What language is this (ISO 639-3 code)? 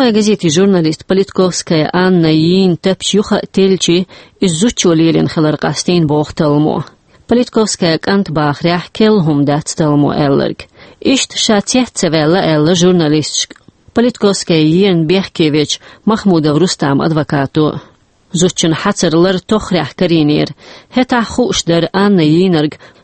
che